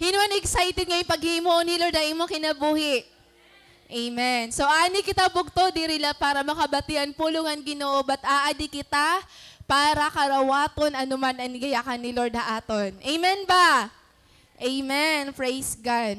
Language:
Waray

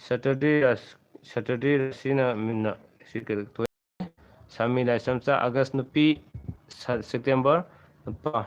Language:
Manipuri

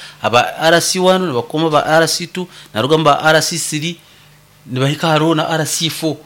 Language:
Nyoro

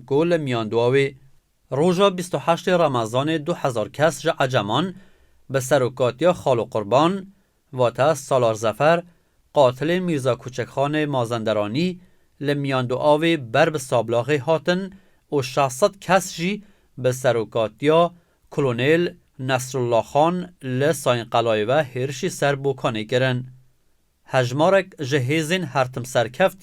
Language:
Kurdish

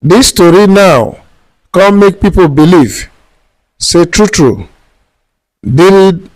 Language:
Nigerian Pidgin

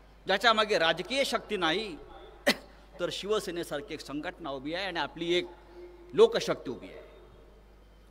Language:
Marathi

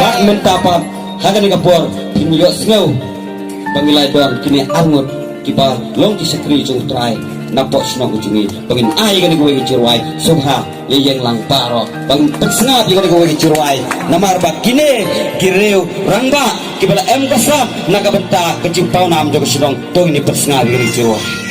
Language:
Khasi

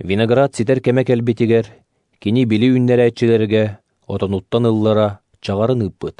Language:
Yakut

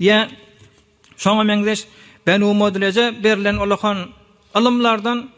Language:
Turkmen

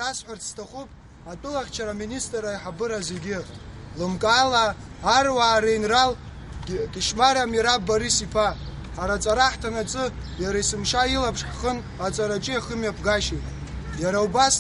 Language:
Abkhazian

